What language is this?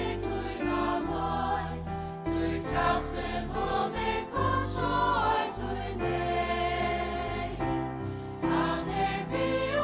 Faroese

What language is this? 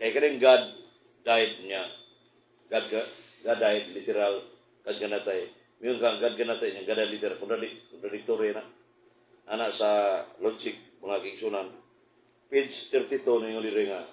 Cebuano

